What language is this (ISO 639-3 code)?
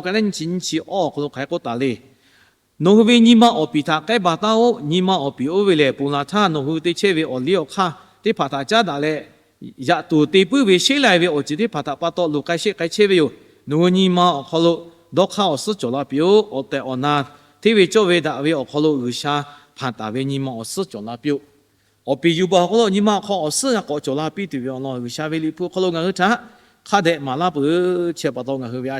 lhu